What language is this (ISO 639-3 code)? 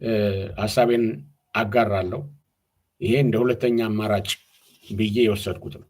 amh